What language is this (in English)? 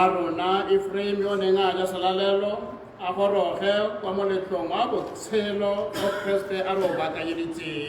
Tswana